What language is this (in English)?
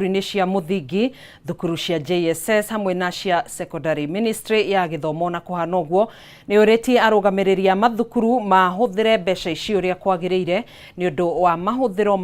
Kikuyu